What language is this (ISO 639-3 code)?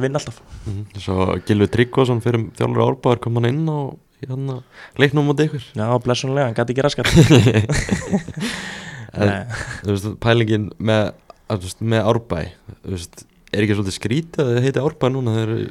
isl